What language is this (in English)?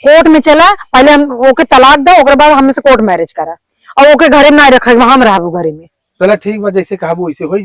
Awadhi